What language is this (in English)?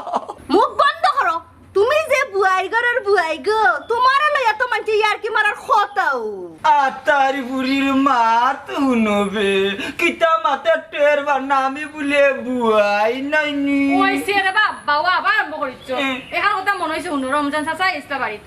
Sylheti